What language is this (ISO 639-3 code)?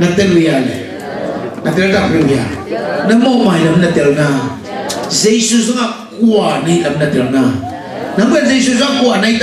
ctd